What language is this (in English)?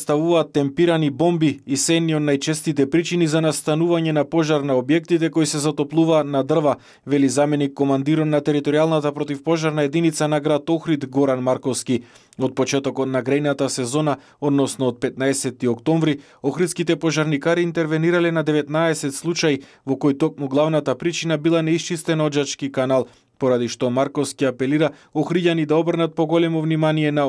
Macedonian